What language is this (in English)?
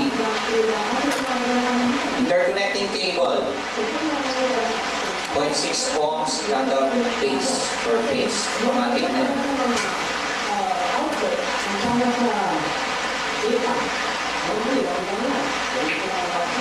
Filipino